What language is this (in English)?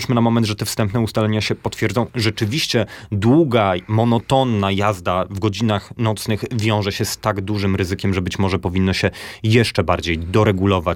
Polish